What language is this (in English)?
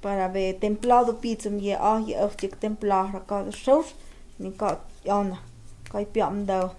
Totontepec Mixe